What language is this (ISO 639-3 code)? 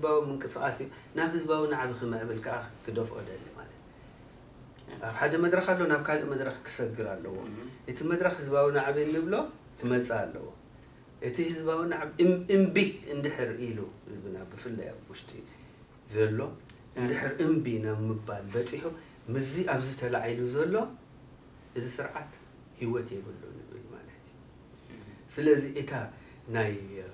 tir